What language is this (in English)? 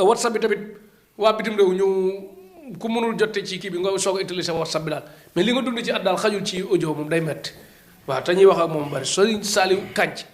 Wolof